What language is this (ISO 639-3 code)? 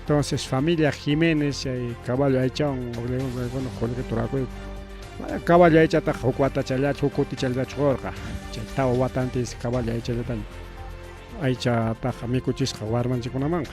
quy